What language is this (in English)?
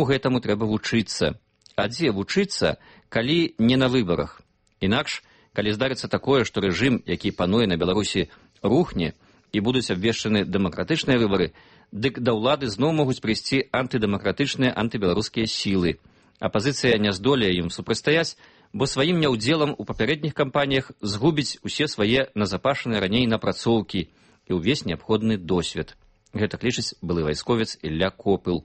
Belarusian